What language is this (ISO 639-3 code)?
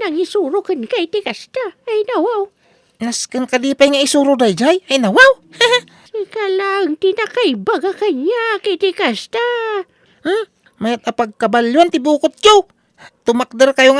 ilo